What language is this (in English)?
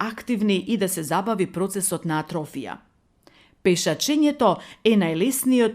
Macedonian